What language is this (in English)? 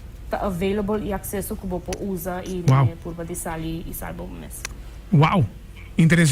Papiamento